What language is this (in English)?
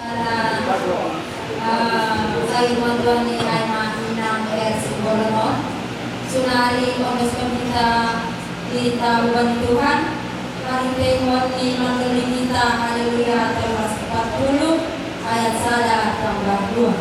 Batak Simalungun